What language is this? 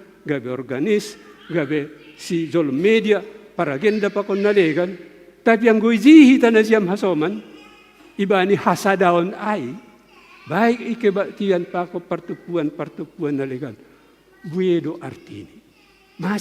Batak Simalungun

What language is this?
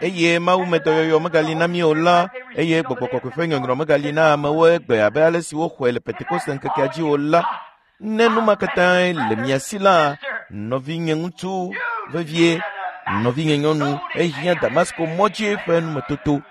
Ewe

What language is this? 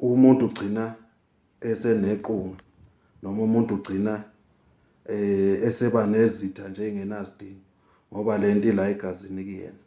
Zulu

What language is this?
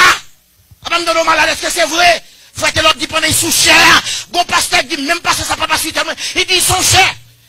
Haitian Creole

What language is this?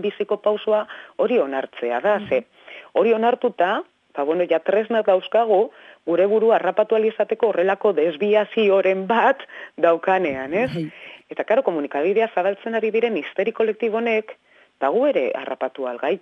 Basque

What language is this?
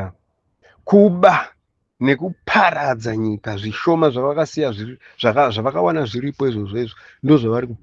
Shona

